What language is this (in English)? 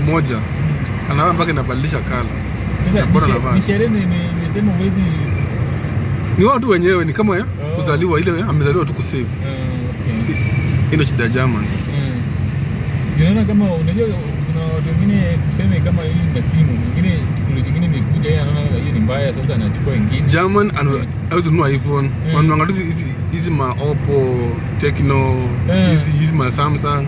Swahili